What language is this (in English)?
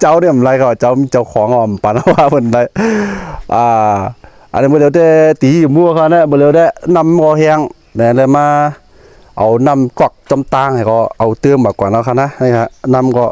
Shan